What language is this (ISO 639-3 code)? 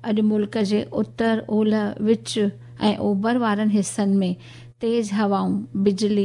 snd